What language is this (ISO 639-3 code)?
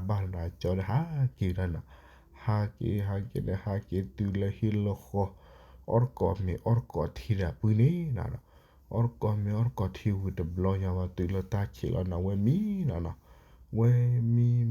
ksw